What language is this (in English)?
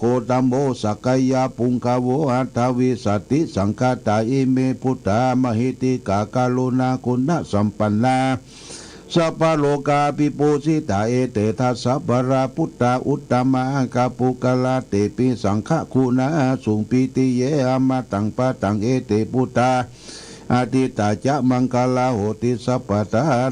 Pali